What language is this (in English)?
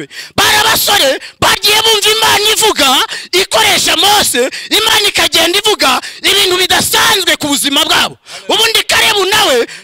Kinyarwanda